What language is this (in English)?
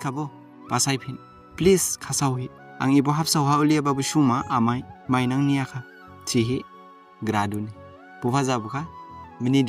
Dimasa